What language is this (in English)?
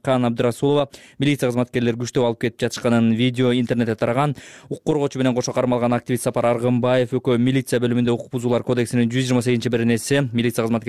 Kyrgyz